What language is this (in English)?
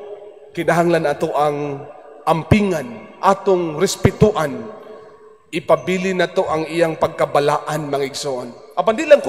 Cebuano